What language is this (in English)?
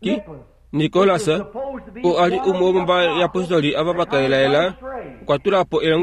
Kuanyama